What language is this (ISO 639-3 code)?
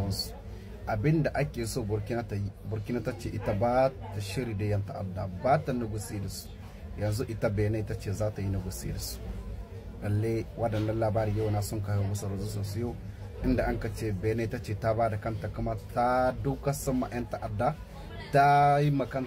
hau